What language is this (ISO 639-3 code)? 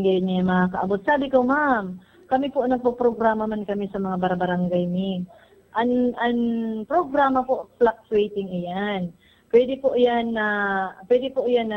bik